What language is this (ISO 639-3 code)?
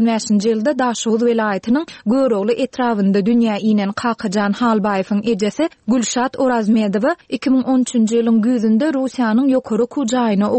tuk